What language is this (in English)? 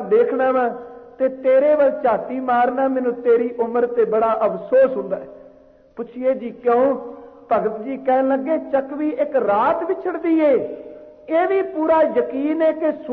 Punjabi